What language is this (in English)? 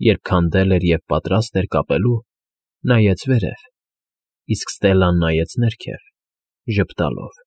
Armenian